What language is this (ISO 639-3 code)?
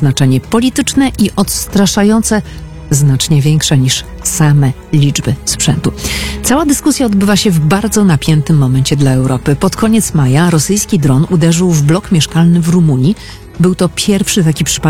pol